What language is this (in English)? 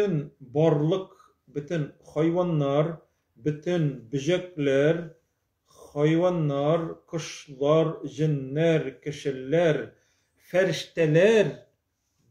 Tatar